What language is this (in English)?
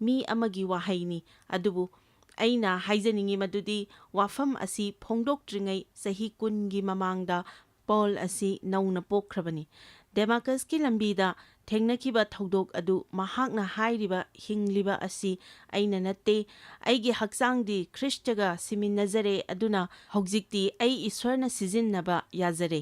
Manipuri